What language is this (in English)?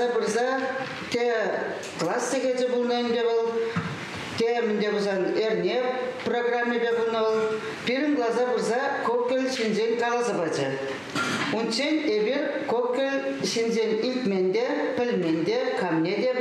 Chuvash